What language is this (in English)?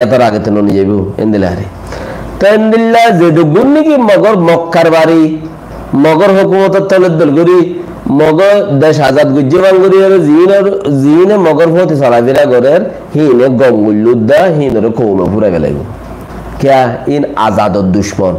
Rohingya